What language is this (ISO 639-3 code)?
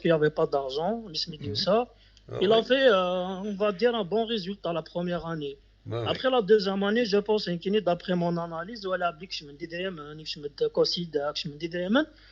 kab